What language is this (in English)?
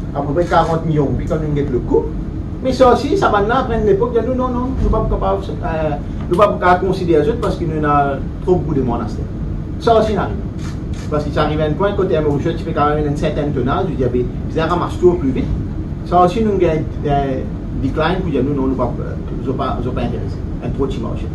Morisyen